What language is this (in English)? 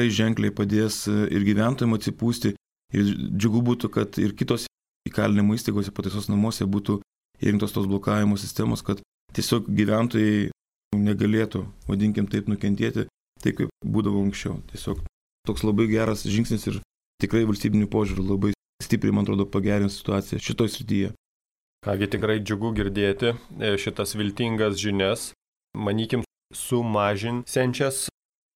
Lithuanian